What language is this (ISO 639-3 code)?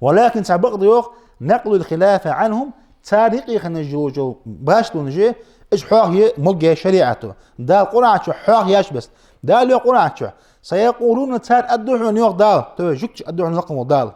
inh